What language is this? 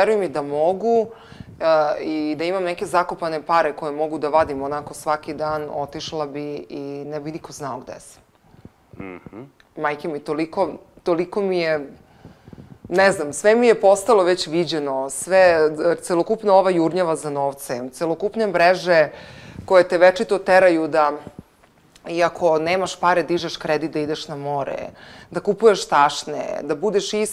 Serbian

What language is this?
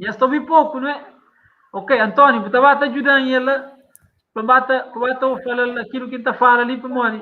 Kabuverdianu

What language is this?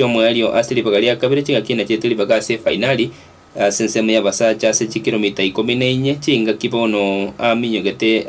Gusii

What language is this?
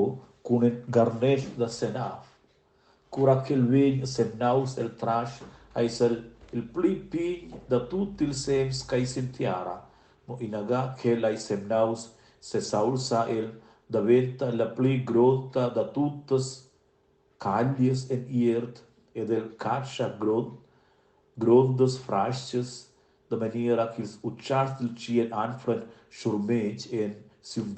Romansh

